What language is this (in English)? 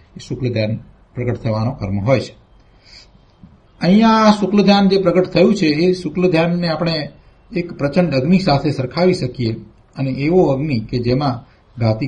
Gujarati